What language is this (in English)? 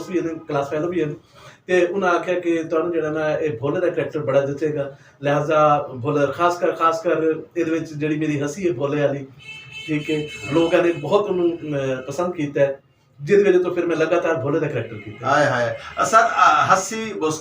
Saraiki